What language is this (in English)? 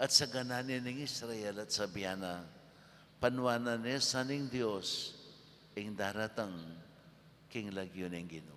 Pampanga